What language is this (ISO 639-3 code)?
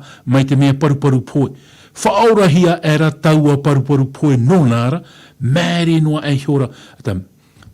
tah